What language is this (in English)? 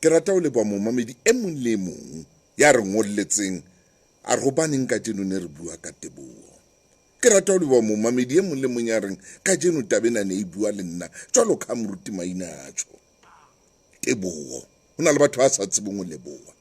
Southern Sotho